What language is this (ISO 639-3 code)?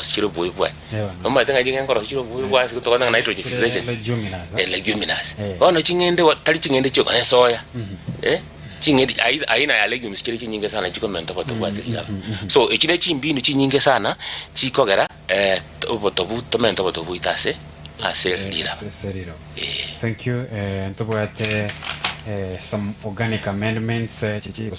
guz